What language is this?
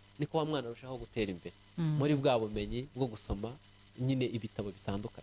Kinyarwanda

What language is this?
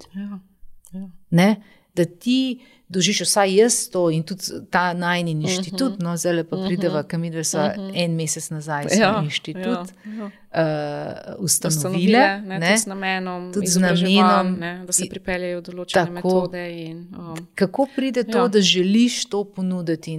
Slovenian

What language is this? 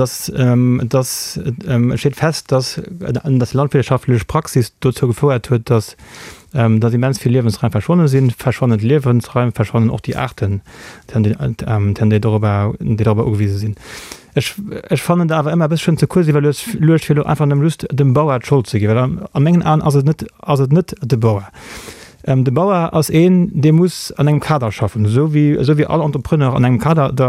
Luxembourgish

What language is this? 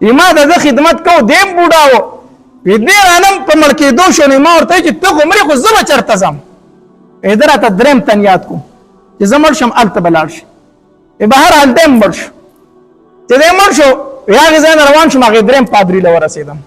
Pashto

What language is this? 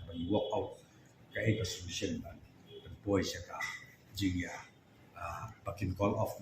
Khasi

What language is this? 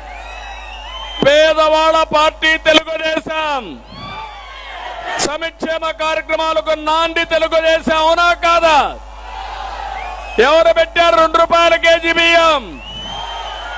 Telugu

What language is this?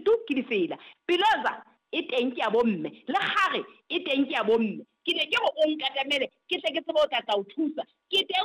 Southern Sotho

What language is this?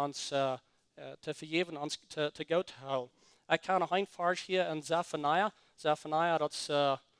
Plautdietsch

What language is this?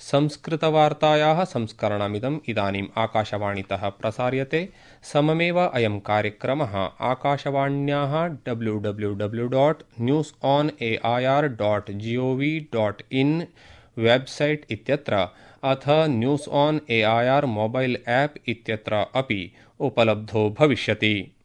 Sanskrit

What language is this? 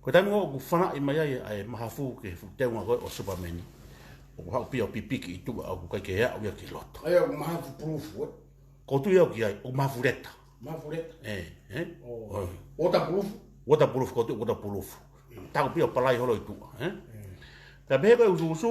Tongan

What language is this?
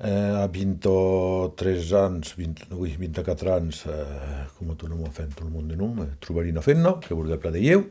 Occitan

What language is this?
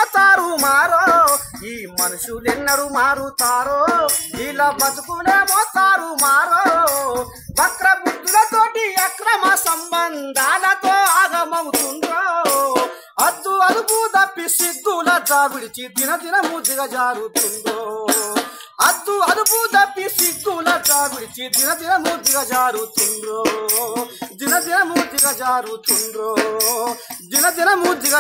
Telugu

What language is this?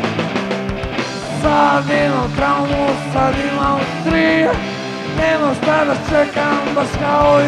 Croatian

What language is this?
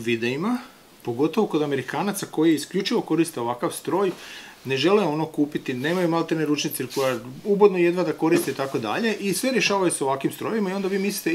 Croatian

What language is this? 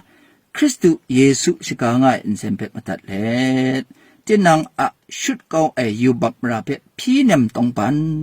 Kachin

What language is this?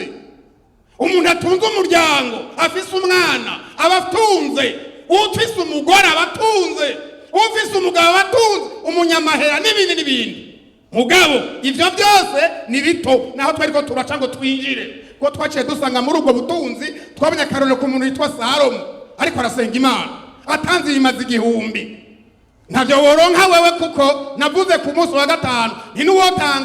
Rundi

